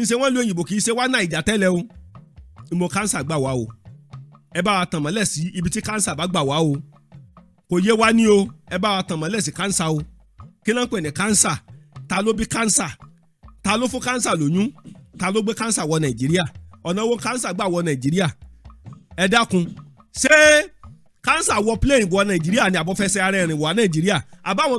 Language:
Yoruba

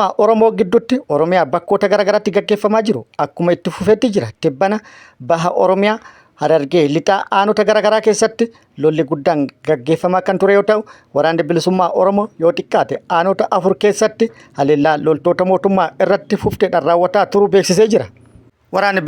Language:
Oromo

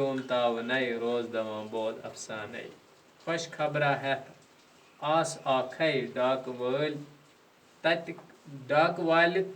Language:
Kashmiri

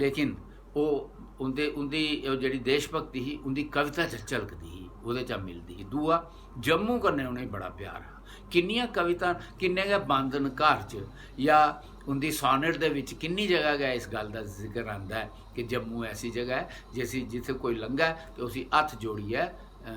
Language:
Dogri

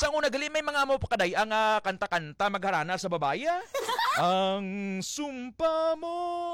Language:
Hiligaynon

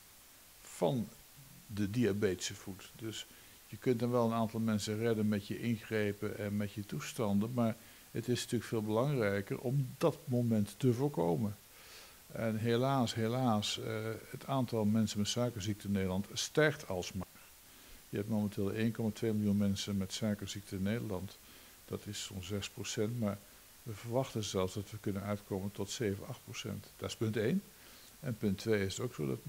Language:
Dutch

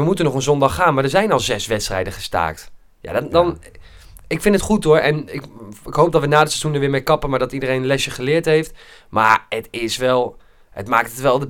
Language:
Dutch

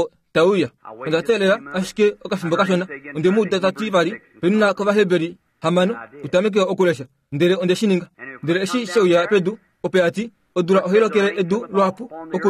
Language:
Kuanyama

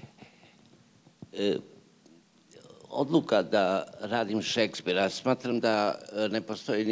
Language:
Serbian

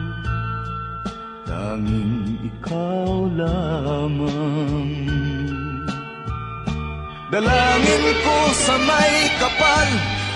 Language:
Filipino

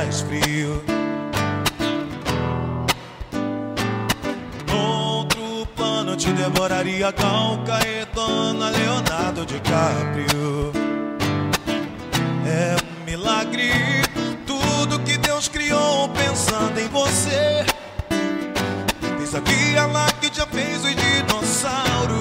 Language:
Portuguese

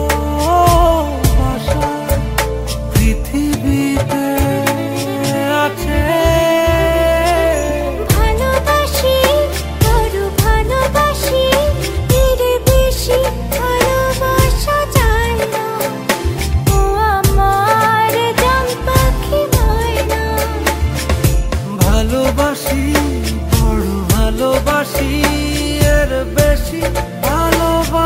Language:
Bangla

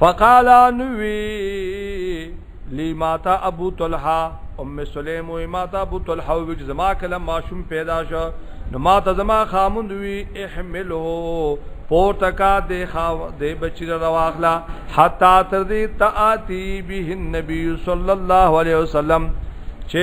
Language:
Pashto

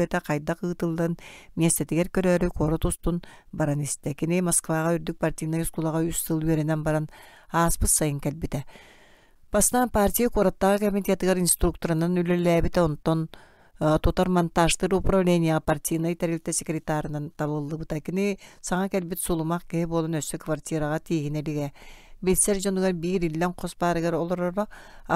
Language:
Yakut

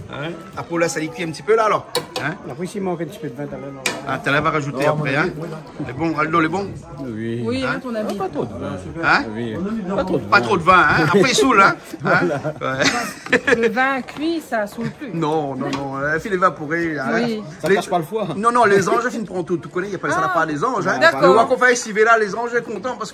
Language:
Réunion Creole French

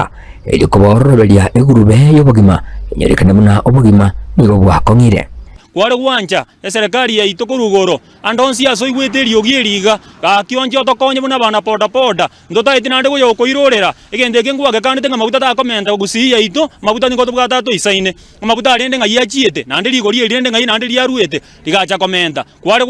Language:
Gusii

